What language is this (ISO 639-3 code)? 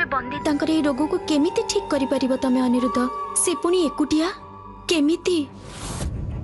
ori